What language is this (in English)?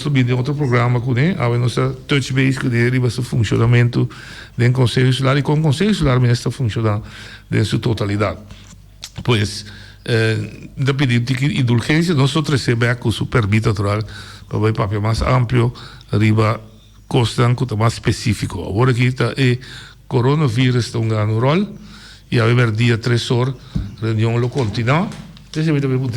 Papiamento